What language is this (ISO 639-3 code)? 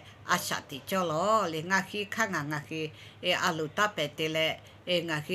lhu